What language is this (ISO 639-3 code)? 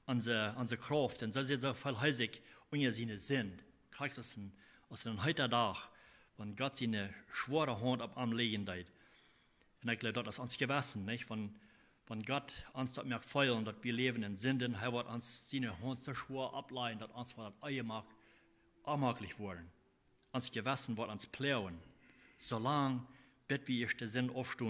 pdt